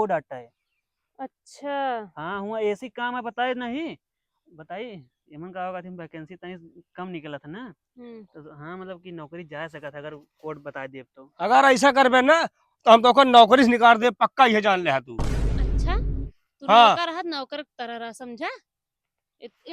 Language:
Awadhi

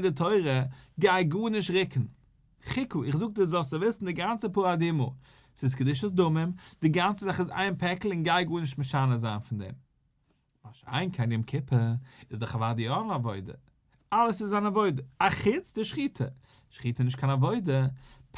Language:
Yiddish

